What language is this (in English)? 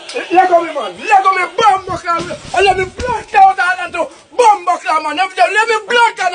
Jamaican Creole English